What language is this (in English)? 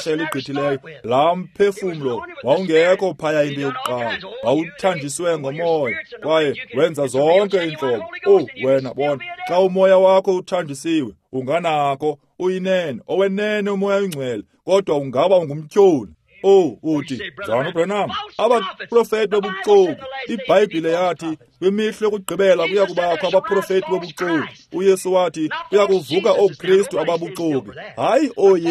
Xhosa